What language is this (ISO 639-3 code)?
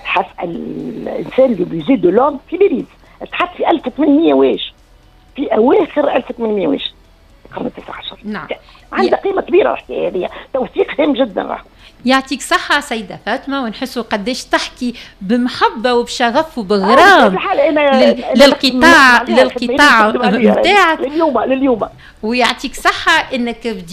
aeb